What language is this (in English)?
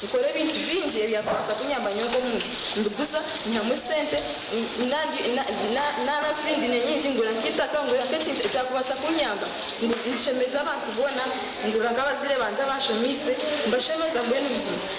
Nyankole